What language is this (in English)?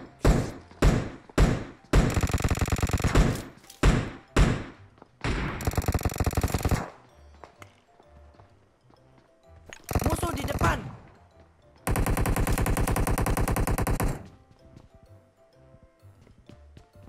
Indonesian